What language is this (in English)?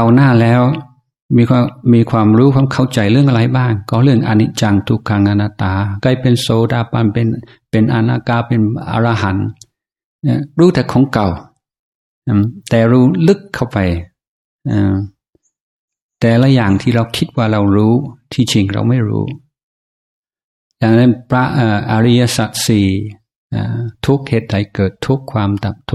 Thai